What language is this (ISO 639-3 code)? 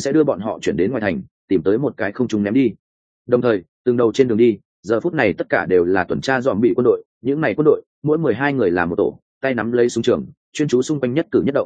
vie